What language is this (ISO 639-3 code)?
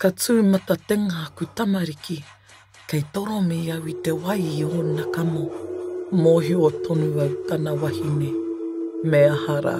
mri